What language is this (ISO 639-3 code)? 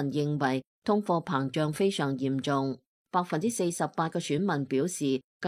yue